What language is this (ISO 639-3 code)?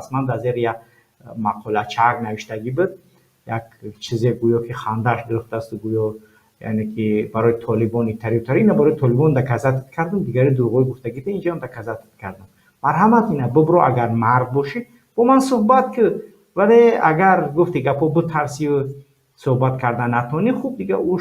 tgk